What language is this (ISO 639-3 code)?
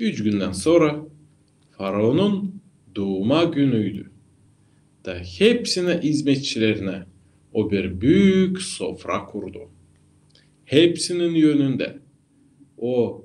gag